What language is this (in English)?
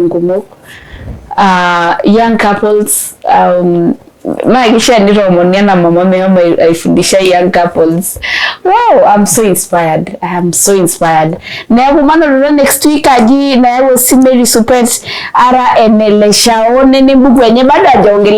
Masai